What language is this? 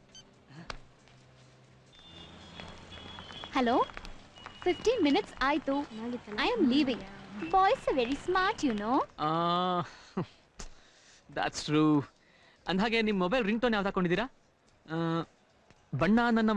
Kannada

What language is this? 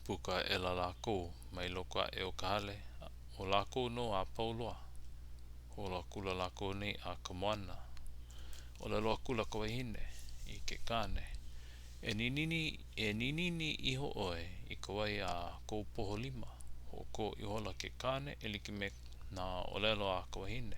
Hawaiian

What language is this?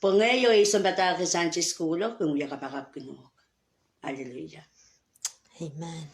Pohnpeian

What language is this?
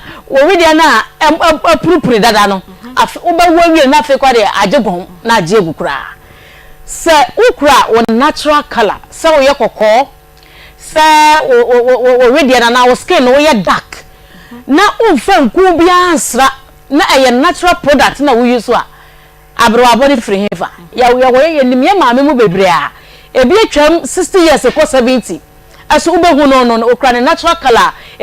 Akan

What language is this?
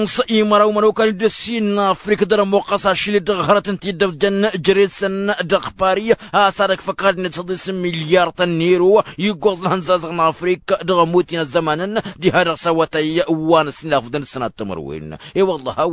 Tamasheq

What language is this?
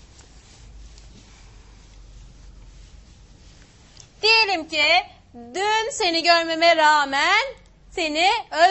Turkish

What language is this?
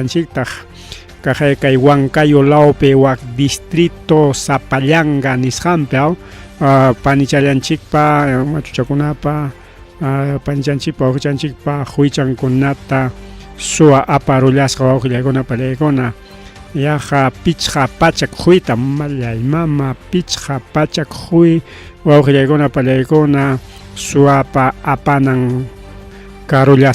Ayacucho Quechua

